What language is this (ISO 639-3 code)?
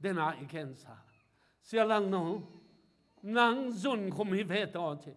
ctd